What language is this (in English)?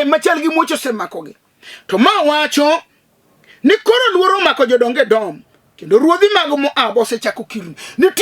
Luo (Kenya and Tanzania)